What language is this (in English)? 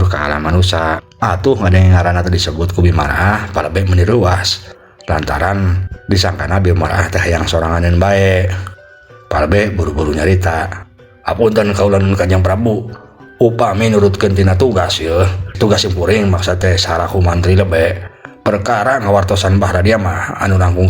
Sundanese